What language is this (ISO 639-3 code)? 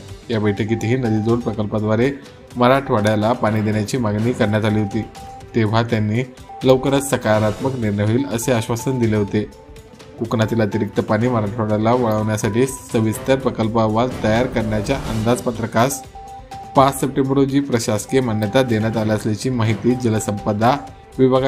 mar